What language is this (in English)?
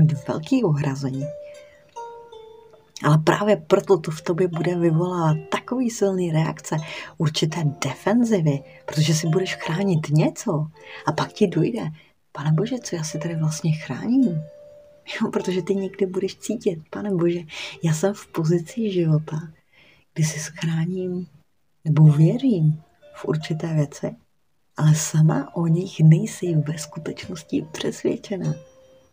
Czech